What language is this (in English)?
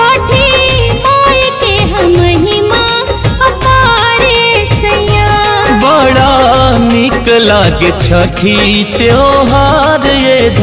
Bhojpuri